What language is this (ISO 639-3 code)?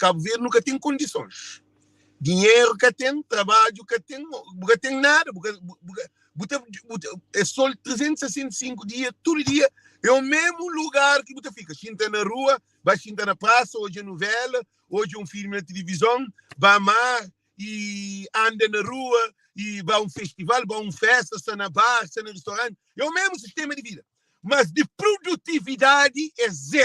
kea